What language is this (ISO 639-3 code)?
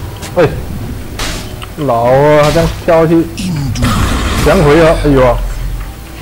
zho